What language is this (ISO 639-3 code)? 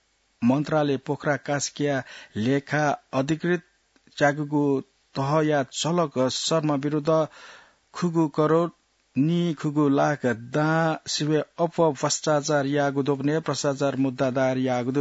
new